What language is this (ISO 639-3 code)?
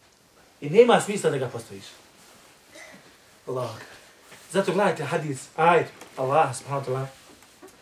bos